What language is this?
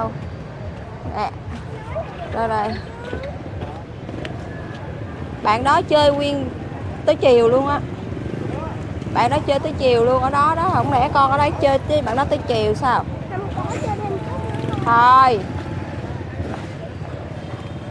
Vietnamese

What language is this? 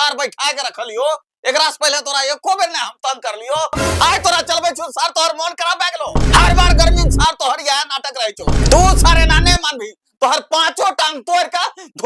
Angika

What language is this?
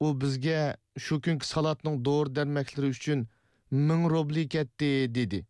Uyghur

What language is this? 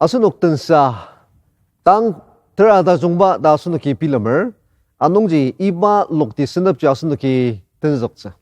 Ao Naga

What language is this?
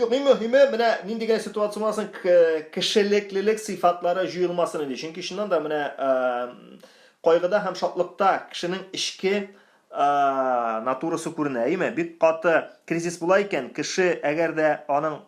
Tatar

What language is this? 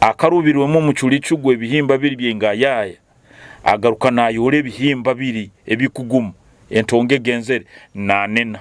Nyoro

